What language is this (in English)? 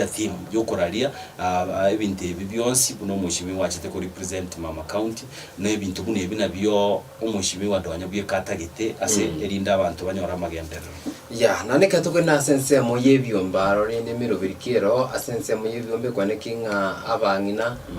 Gusii